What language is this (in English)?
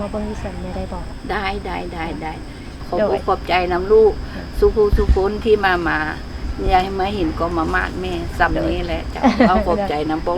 Lao